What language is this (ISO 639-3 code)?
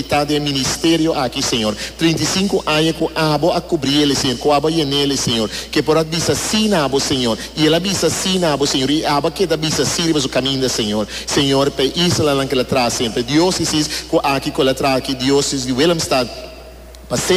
pap